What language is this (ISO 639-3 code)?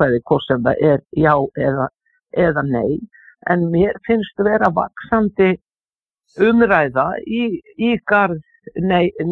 isl